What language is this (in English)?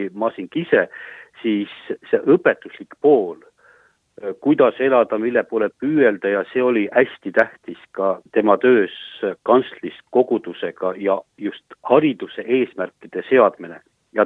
Estonian